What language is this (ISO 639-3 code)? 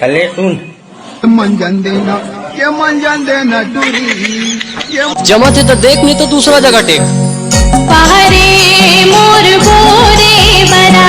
hne